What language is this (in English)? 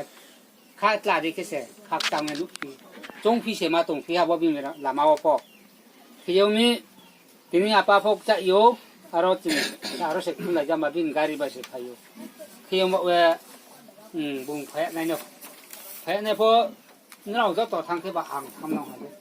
Riang (India)